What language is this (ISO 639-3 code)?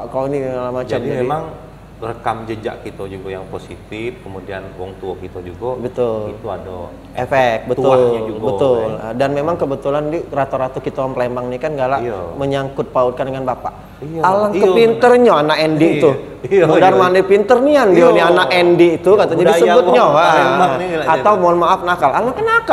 mui